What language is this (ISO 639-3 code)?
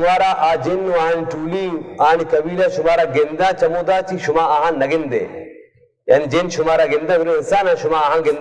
bal